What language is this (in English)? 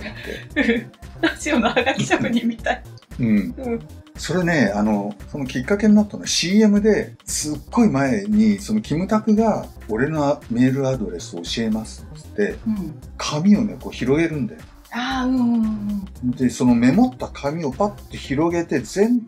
Japanese